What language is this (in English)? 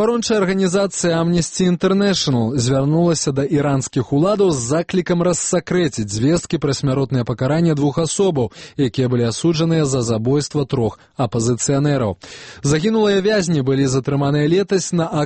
Belarusian